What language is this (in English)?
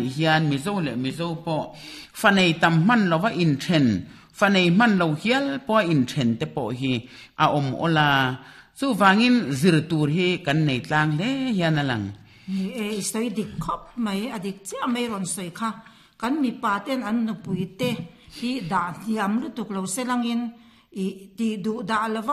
Mizo